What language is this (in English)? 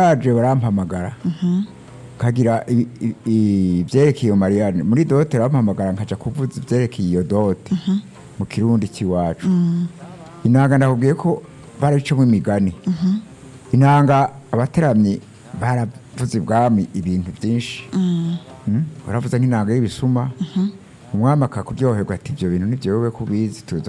Rundi